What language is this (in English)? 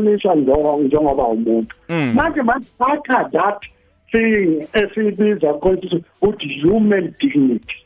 South Ndebele